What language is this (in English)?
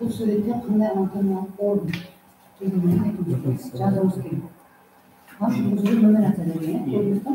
Kara-Kalpak